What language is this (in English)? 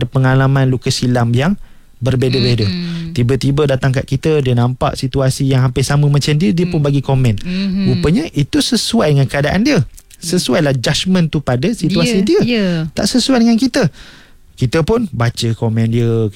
Malay